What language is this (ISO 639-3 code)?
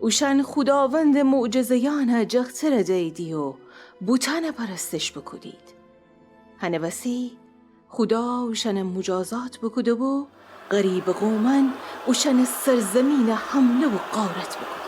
glk